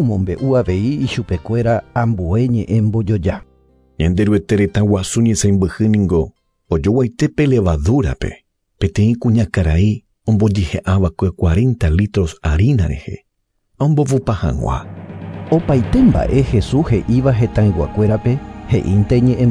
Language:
Guarani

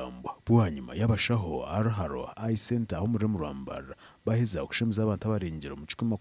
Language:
Nyankole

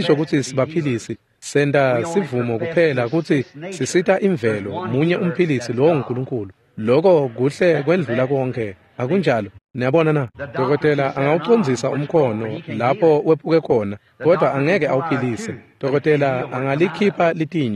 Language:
Swati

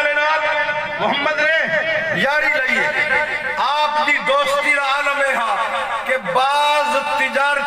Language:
Saraiki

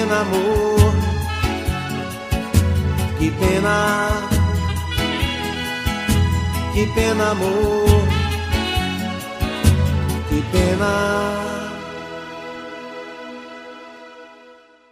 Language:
Portuguese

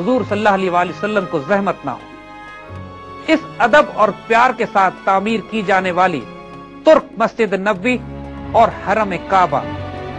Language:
Urdu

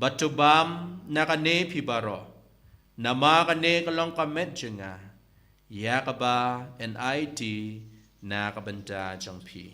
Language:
Khasi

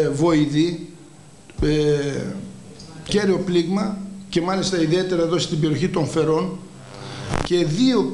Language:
Greek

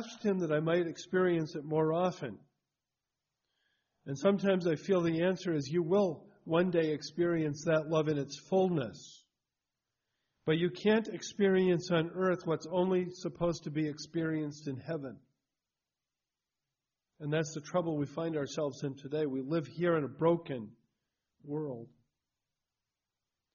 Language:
English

